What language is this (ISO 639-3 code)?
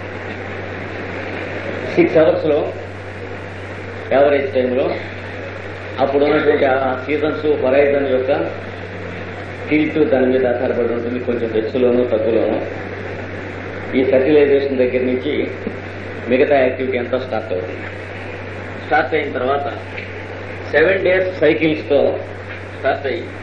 tel